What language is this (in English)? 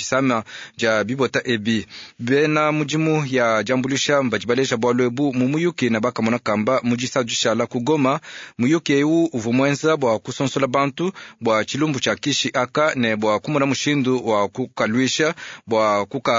Luba-Lulua